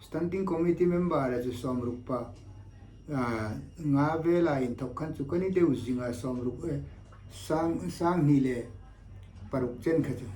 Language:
Hmar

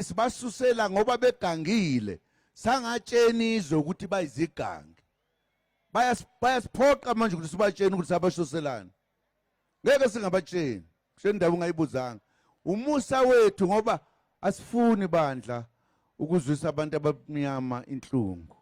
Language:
Zulu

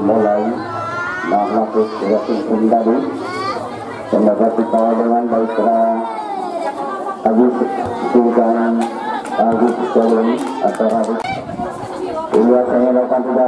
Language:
Indonesian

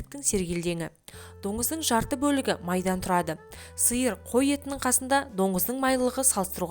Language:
Kazakh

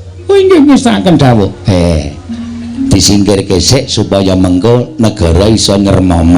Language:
Javanese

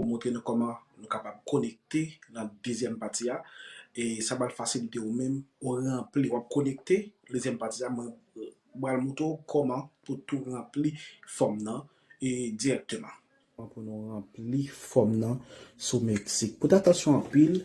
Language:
Haitian Creole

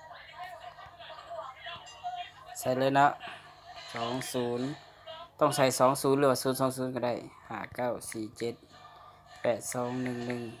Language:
Lao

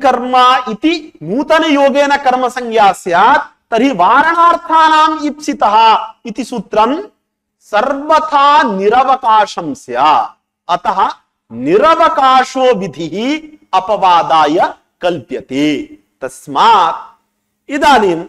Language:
Sanskrit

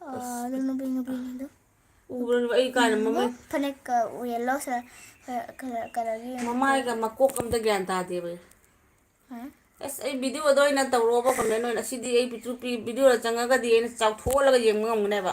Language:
Manipuri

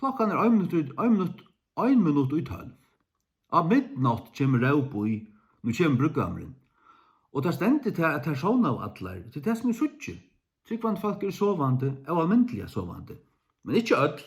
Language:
Faroese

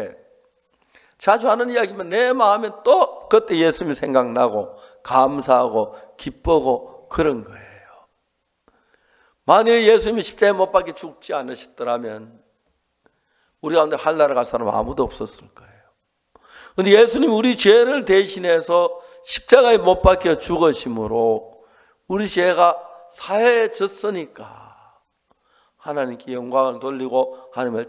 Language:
Korean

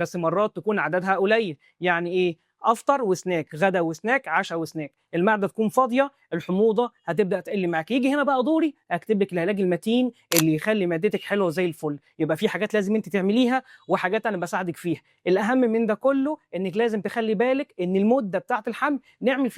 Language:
Egyptian Arabic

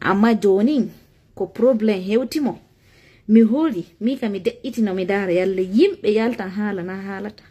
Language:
Fula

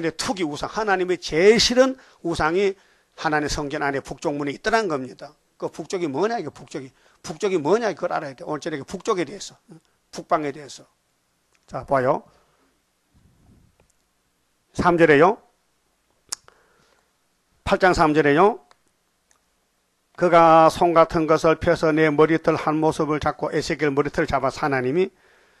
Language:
Korean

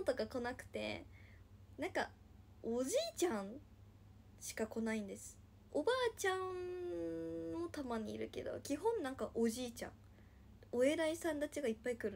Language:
Japanese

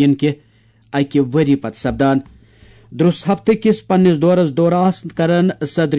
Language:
Kashmiri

